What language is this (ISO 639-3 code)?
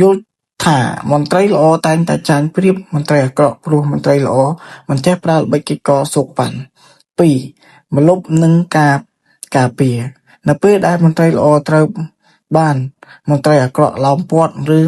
khm